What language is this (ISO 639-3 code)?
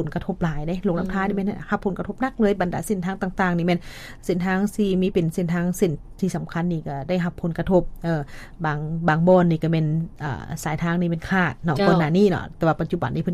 lao